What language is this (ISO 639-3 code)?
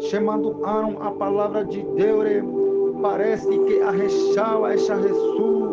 grn